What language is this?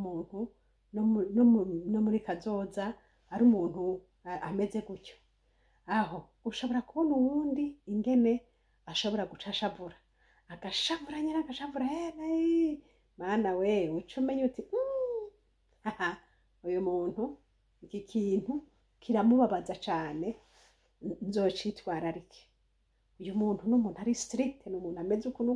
Rundi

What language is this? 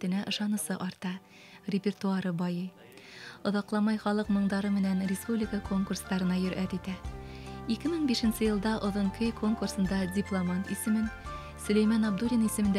Bashkir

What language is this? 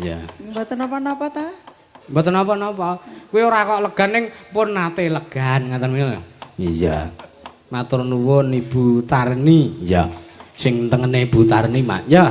Javanese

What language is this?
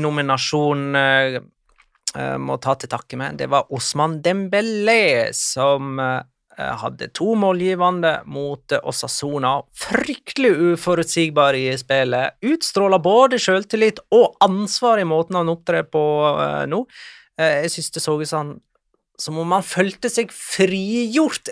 Norwegian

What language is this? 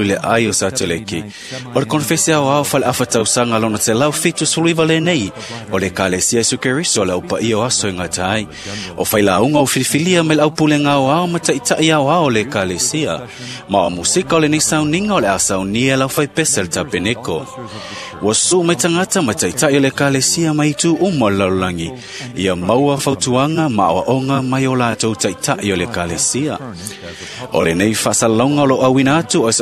Samoan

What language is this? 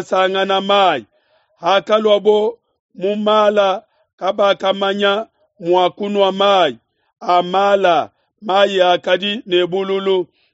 Luba-Lulua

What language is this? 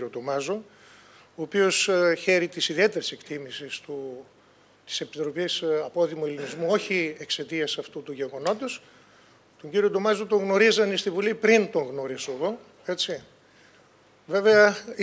Greek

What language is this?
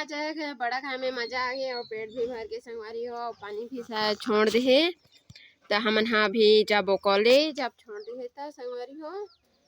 Chhattisgarhi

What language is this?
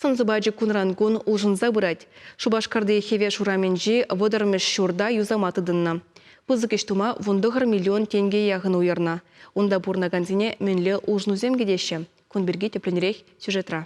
Chuvash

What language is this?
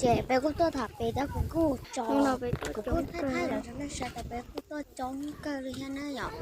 Hmong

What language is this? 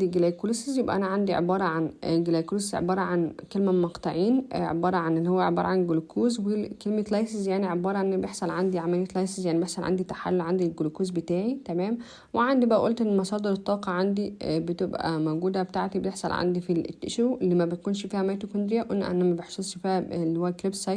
Egyptian Arabic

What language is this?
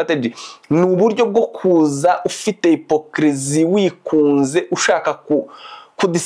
Kinyarwanda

